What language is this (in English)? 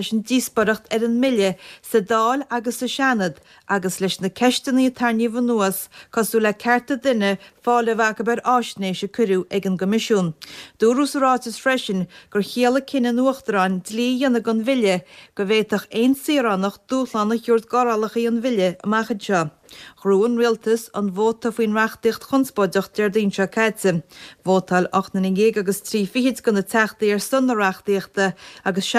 Irish